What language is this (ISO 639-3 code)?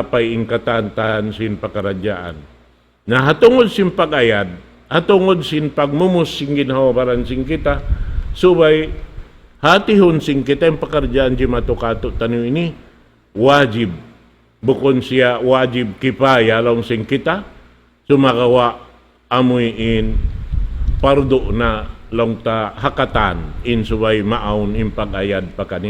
tsg